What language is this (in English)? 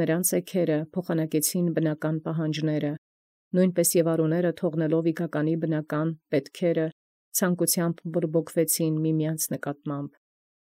Armenian